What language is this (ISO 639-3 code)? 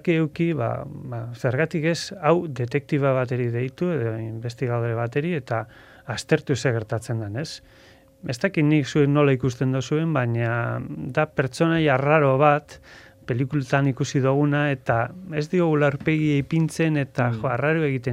eus